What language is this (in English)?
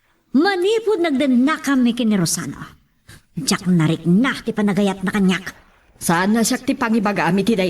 Iloko